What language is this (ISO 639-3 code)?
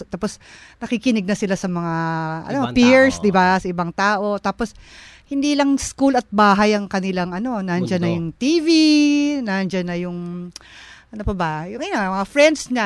fil